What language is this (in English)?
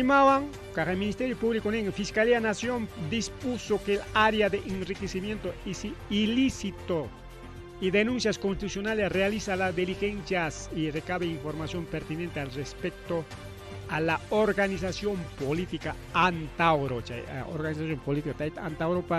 Ayacucho Quechua